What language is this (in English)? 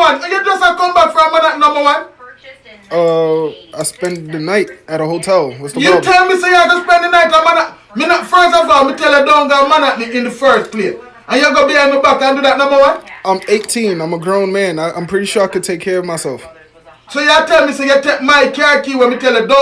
Jamaican Creole English